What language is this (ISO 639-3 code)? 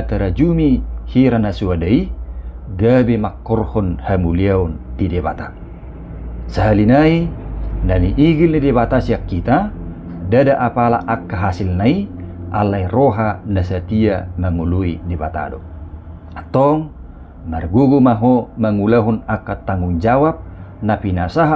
bbc